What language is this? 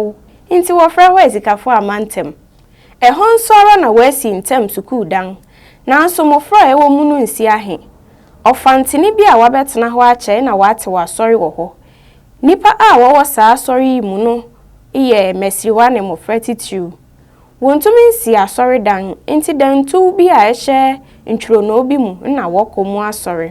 Akan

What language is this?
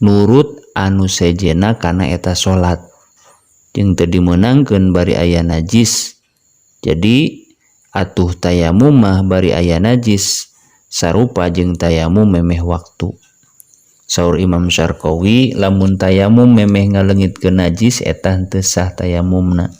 Sundanese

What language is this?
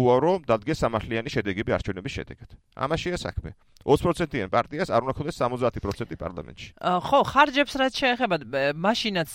Georgian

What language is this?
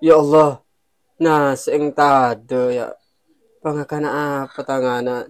Madurese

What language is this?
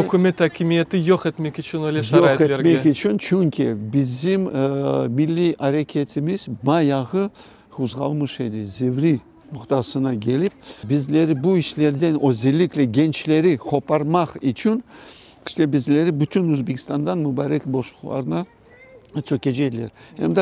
Crimean Tatar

